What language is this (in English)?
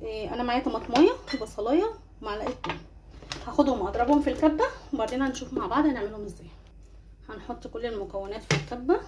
Egyptian Arabic